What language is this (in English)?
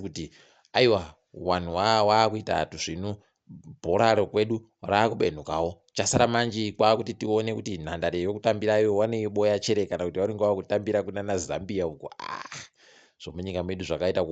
Ndau